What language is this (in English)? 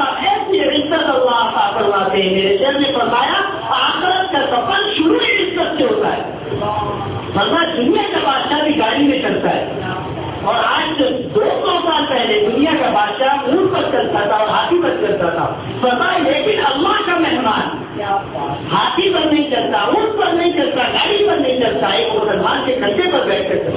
Urdu